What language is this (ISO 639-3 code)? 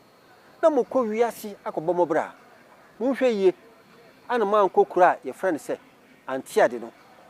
aka